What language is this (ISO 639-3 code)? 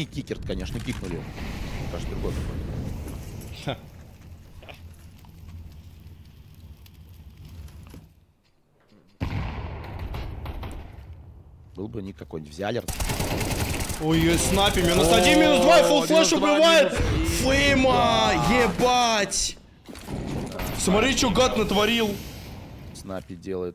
rus